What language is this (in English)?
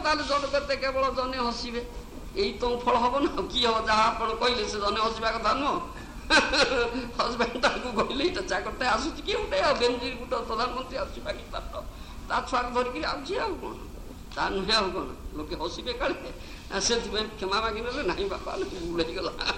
Odia